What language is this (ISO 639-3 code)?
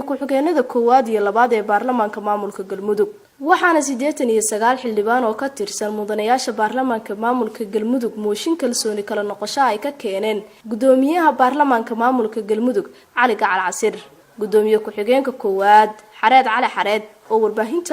som